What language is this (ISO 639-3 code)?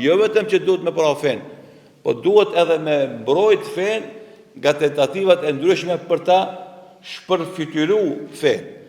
sqi